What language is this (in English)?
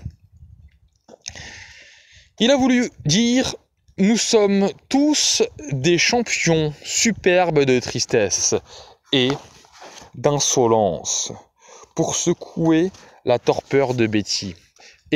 French